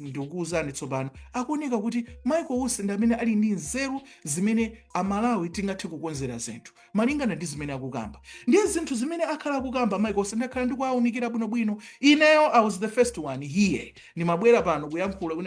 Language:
Nyanja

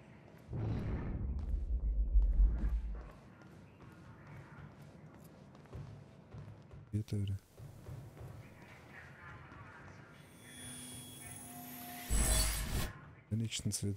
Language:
German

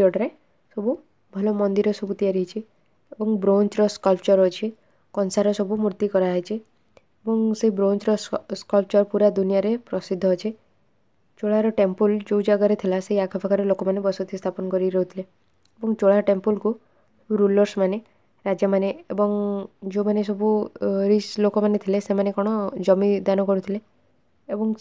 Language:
Odia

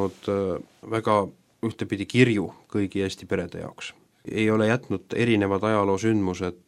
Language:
Estonian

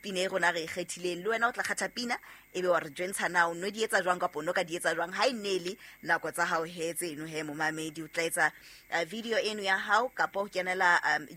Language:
Southern Sotho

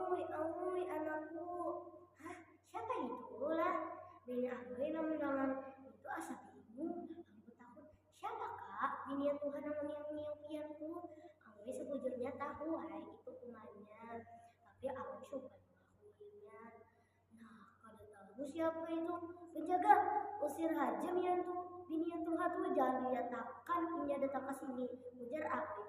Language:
Banjar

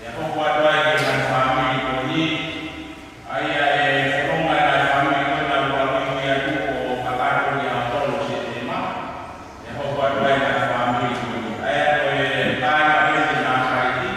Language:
Tongan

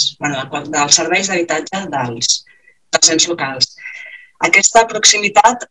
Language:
Catalan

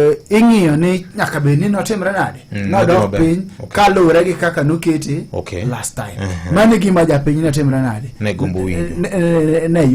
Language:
Luo (Kenya and Tanzania)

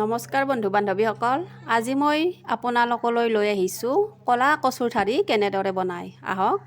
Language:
Assamese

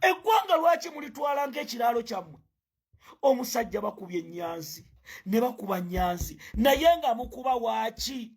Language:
Ganda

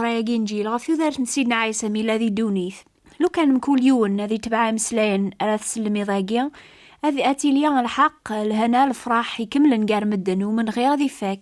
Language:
Kabyle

